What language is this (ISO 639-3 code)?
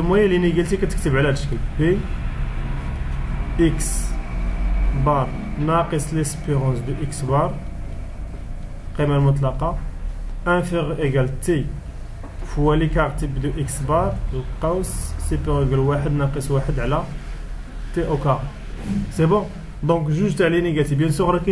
ary